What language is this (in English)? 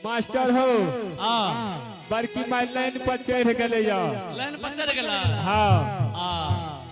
Angika